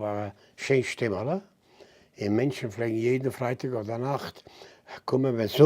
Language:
Yiddish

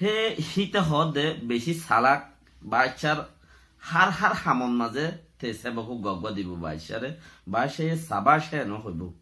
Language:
Rohingya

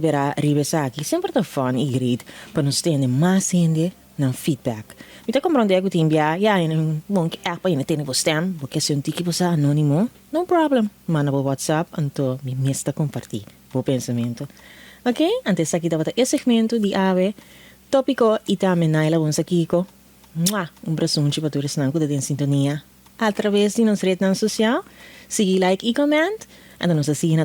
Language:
Papiamento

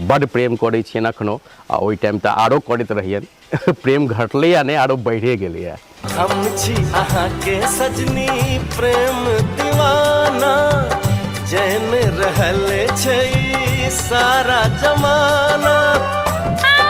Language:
Maithili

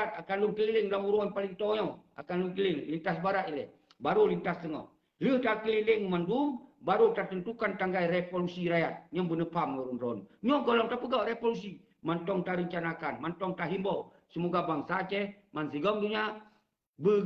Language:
Achinese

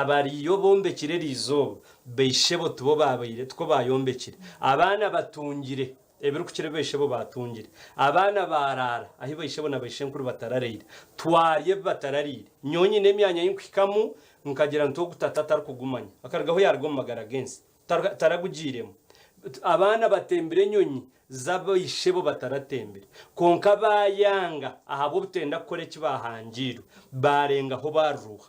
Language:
Nyankole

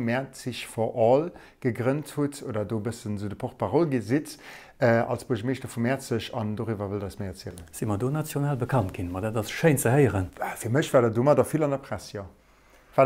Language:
Luxembourgish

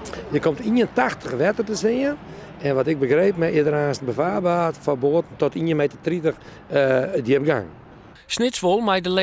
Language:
Western Frisian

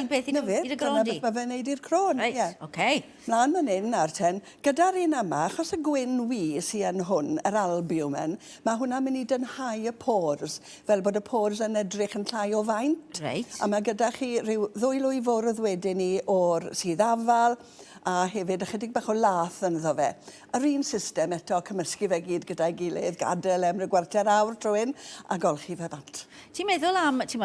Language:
Welsh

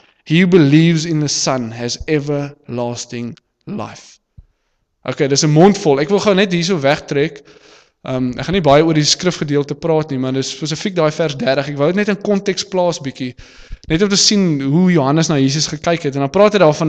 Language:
Afrikaans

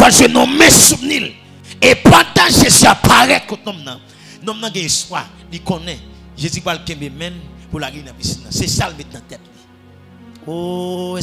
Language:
Haitian Creole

